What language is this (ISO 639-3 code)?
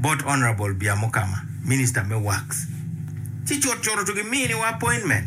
ach